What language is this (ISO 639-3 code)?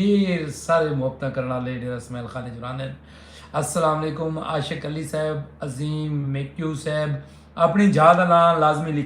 skr